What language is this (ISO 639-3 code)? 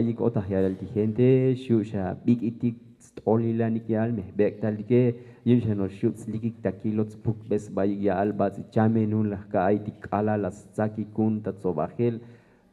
tzo